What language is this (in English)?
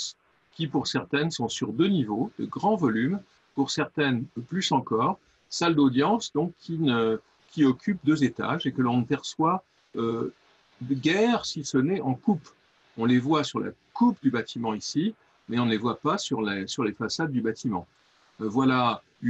French